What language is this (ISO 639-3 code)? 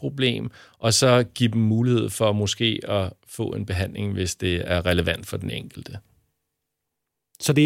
dan